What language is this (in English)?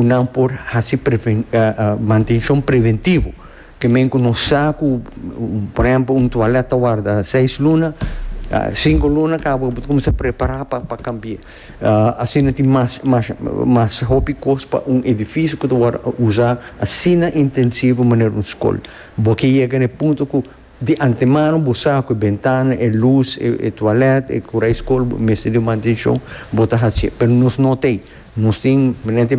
Papiamento